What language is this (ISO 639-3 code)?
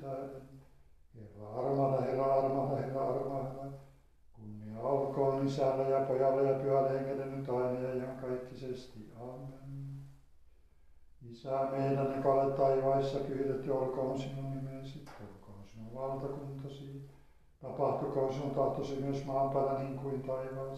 fin